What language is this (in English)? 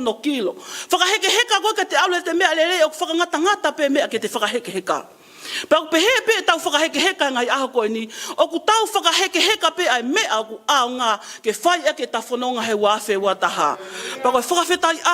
Tongan